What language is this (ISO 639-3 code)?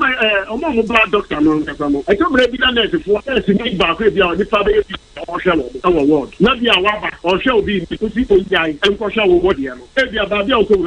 aka